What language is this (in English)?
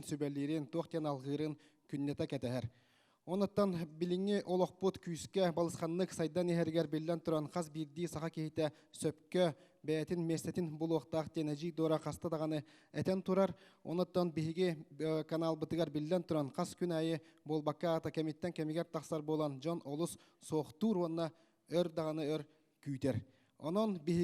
Yakut